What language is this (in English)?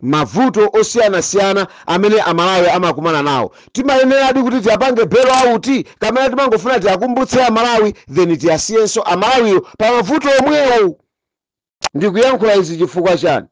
Nyanja